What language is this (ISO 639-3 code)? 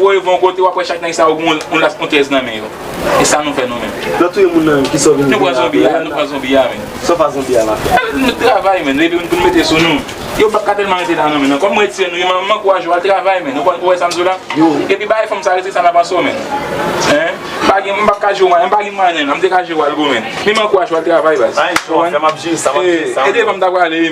hat